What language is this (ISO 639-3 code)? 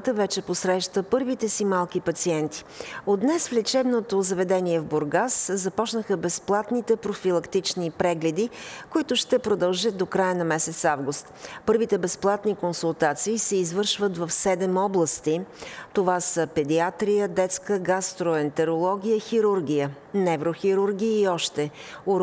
bul